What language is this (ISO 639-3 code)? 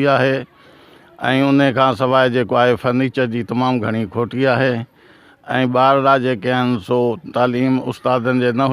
snd